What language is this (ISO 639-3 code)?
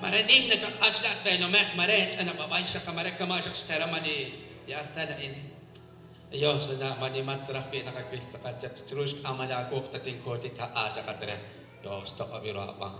kek